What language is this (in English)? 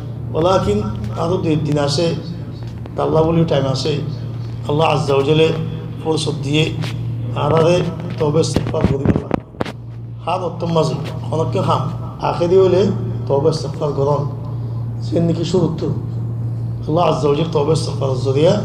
Rohingya